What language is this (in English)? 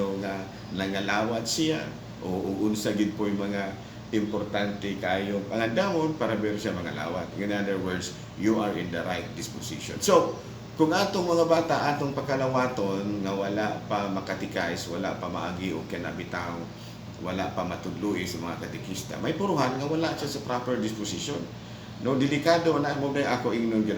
Cebuano